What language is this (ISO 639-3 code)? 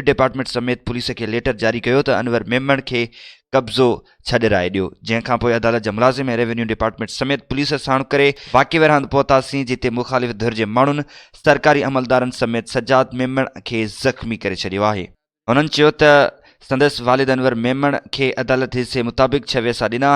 snd